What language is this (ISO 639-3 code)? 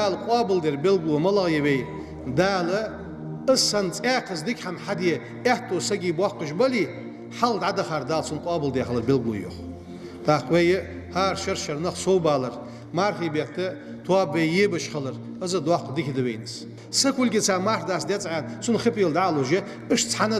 inh